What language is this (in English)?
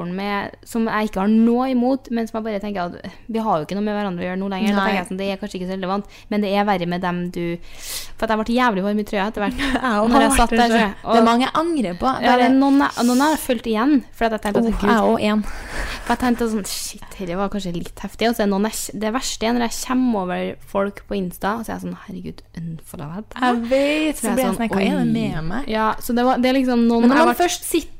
Norwegian